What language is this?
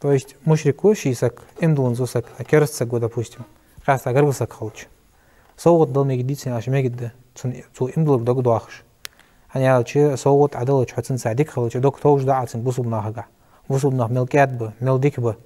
Ingush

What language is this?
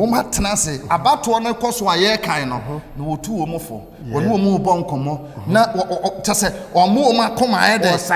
Akan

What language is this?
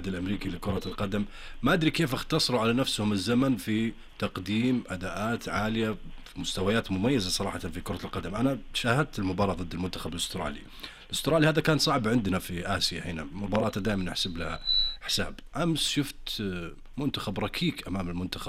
Najdi Arabic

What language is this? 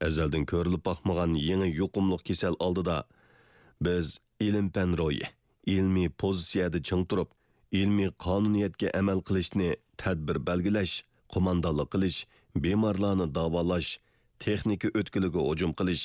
Uyghur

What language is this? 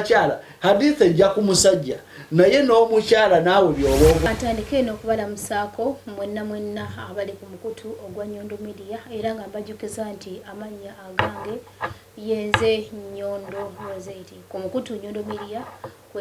Ganda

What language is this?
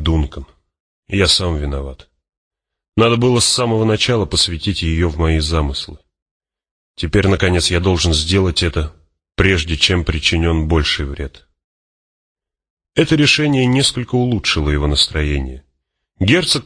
Russian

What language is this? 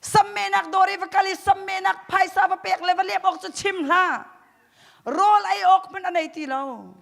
Hakha Chin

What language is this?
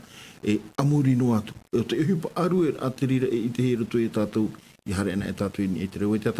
Tahitian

